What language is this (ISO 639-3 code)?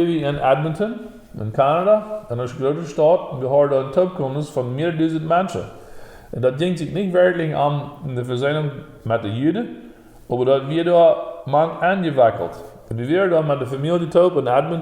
pdt